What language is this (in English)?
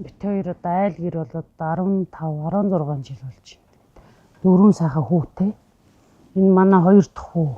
Mongolian